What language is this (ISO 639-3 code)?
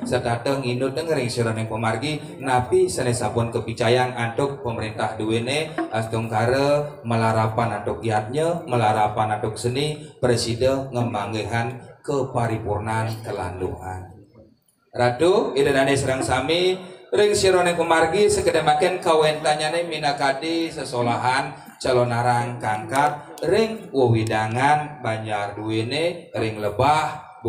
ban